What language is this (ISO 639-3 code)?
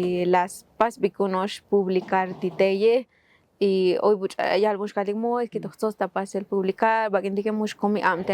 tzo